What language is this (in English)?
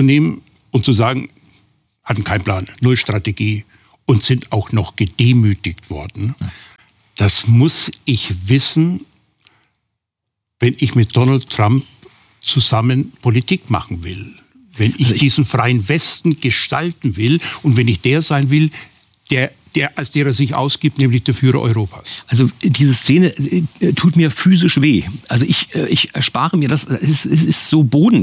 German